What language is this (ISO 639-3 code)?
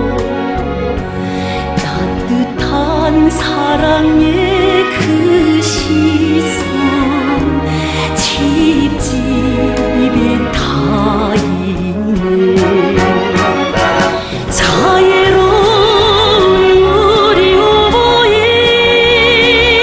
kor